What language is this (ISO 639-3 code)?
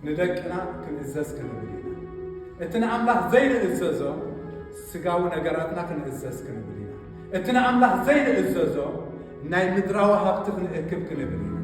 tir